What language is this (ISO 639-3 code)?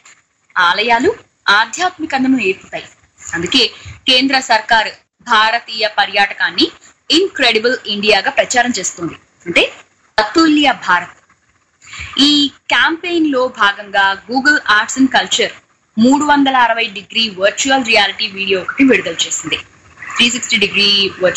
tel